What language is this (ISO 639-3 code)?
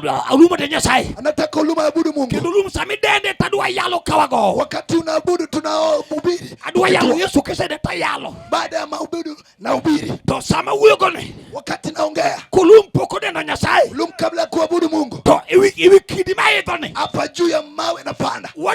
luo